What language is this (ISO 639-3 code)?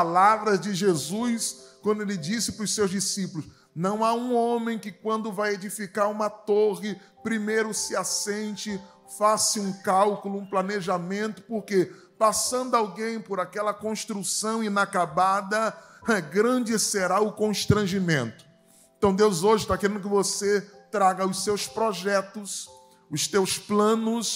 por